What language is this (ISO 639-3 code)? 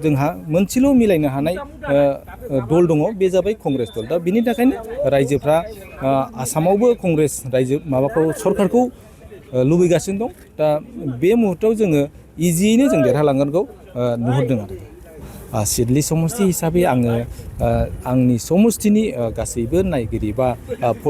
brx